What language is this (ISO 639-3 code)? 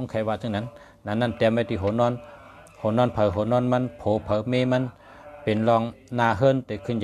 shn